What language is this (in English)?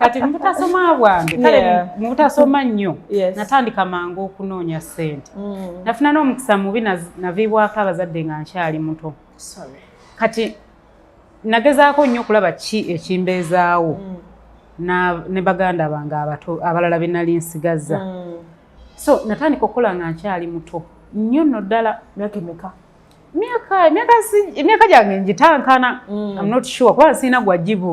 Ganda